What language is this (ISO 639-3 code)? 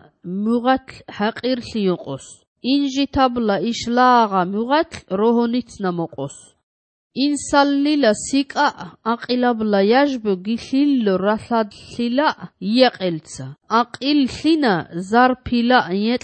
kat